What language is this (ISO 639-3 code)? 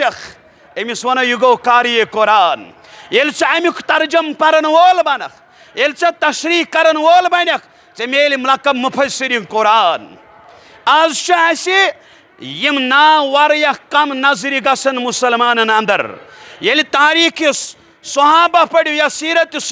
kas